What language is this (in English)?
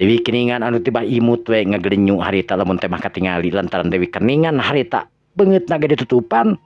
Sundanese